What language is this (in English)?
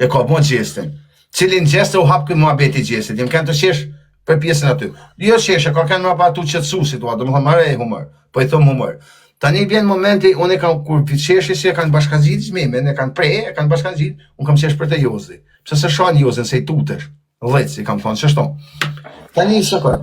Albanian